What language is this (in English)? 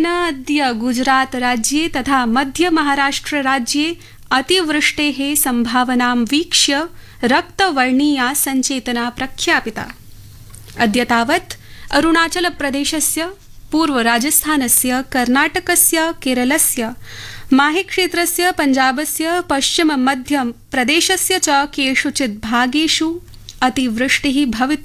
Sanskrit